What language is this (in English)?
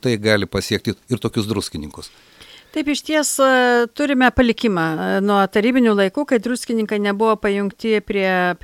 Lithuanian